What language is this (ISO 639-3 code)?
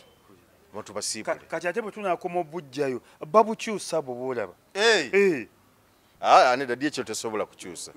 lug